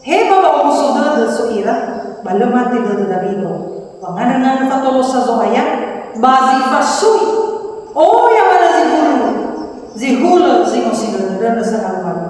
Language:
Nias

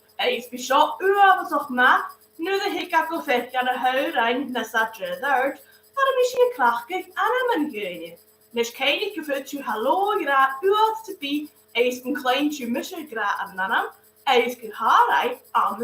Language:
Scottish Gaelic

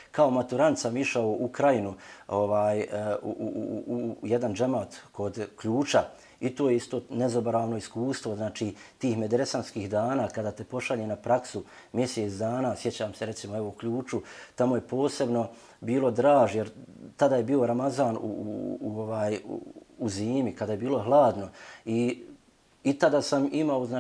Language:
Bosnian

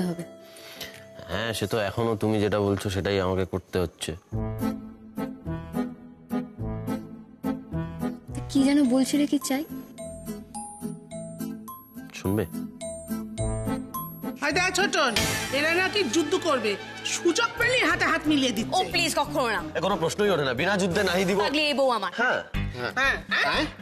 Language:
Bangla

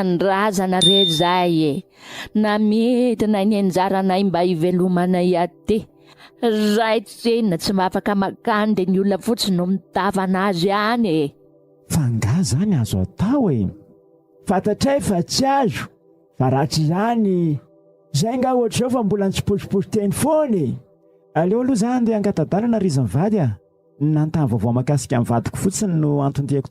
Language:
Malagasy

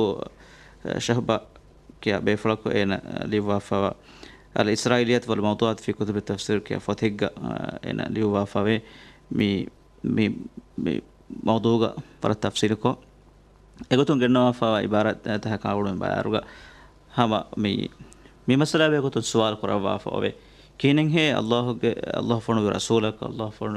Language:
Divehi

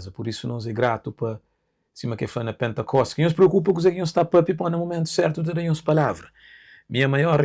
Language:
Kabuverdianu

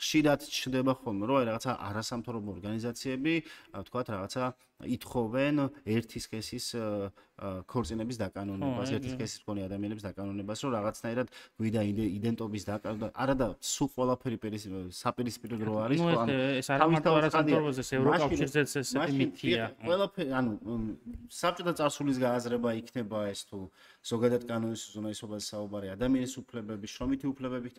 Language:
Georgian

